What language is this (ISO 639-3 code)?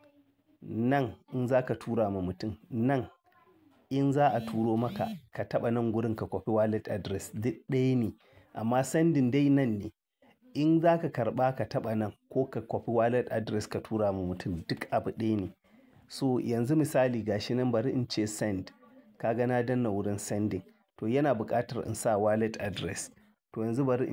hau